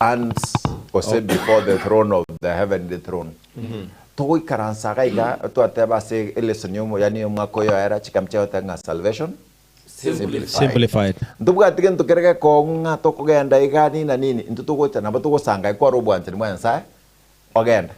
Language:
Gusii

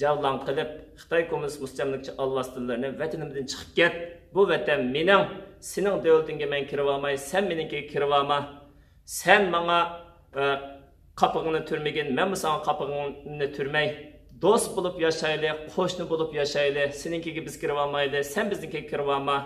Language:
Uyghur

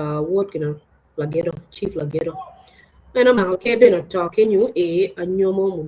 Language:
Acoli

